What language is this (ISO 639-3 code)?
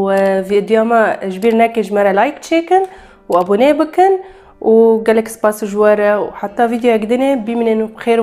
kur